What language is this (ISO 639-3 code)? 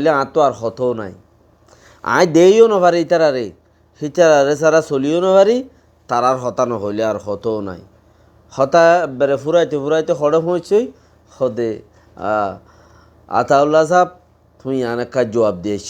rhg